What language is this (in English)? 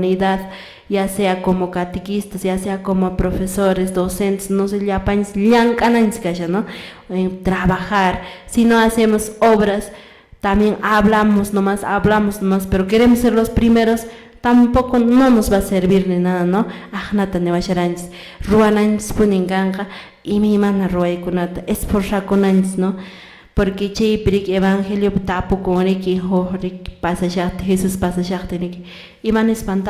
Quechua